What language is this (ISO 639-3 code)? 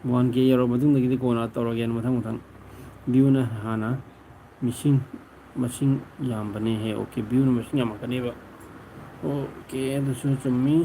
mni